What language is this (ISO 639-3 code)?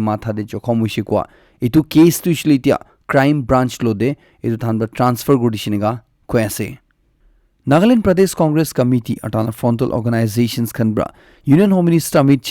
nag